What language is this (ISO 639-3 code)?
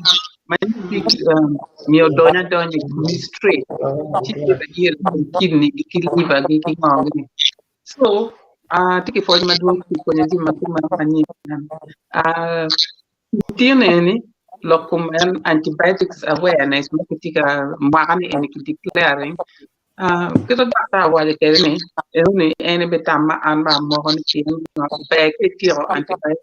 ach